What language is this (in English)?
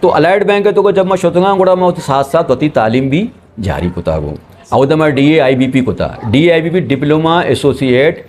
Eastern Balochi